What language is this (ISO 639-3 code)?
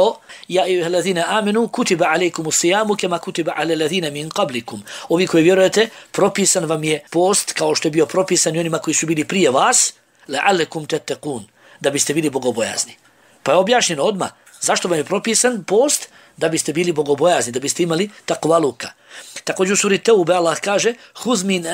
bos